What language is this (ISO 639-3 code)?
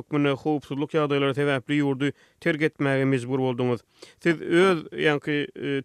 tuk